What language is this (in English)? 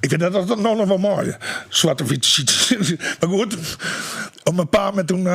Western Frisian